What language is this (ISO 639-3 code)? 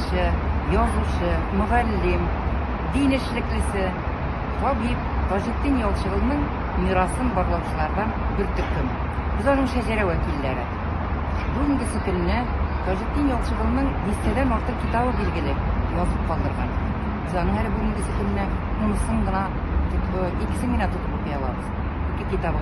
tat